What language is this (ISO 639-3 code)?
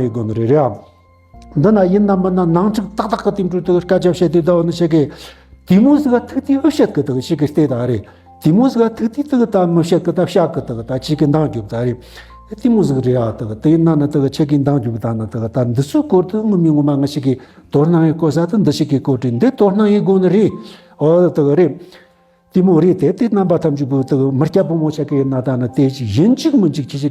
bod